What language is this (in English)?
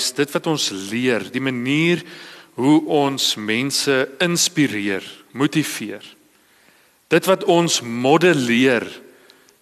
Afrikaans